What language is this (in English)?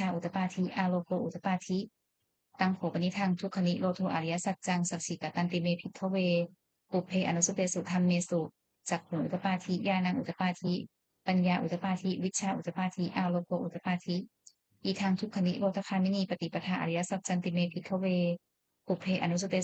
Pali